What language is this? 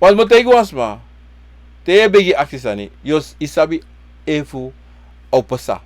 Sranan Tongo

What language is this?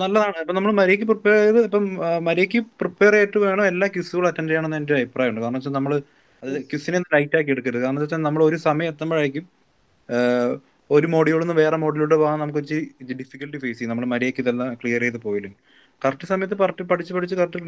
Malayalam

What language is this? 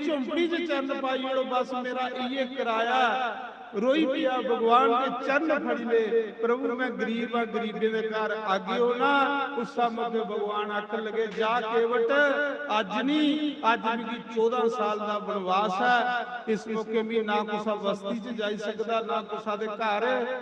Dogri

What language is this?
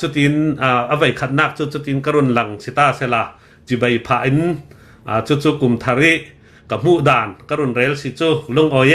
Hakha Chin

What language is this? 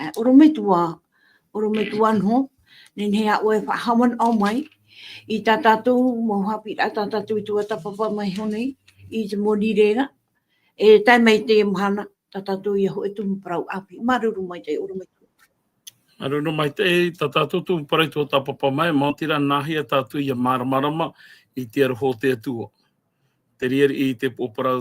Tahitian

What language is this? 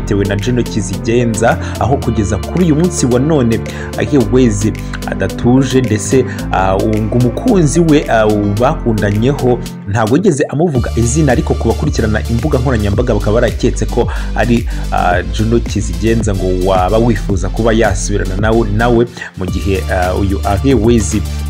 Kinyarwanda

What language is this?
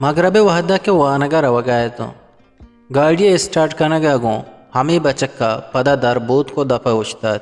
Eastern Balochi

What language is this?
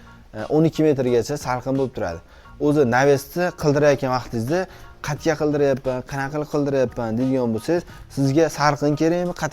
Uzbek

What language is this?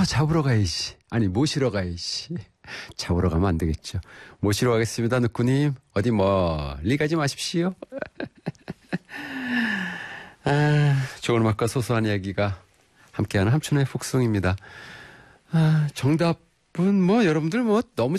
Korean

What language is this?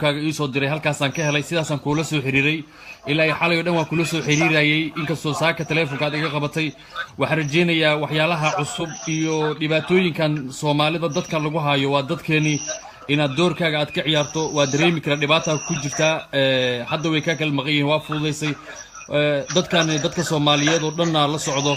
Somali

